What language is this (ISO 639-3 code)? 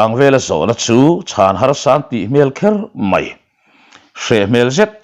lus